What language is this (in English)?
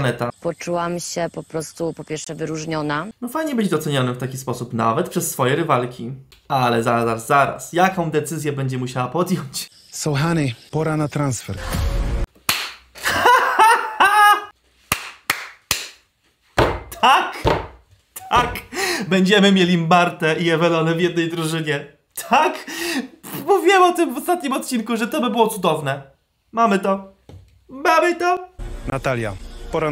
Polish